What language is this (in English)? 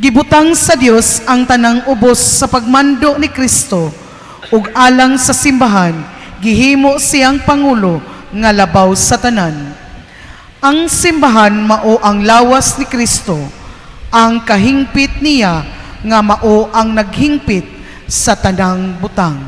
Cebuano